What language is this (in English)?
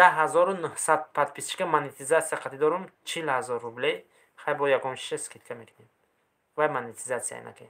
Tajik